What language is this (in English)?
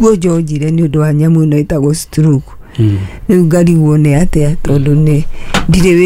Kikuyu